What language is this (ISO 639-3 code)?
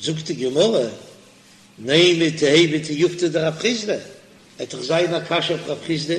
yid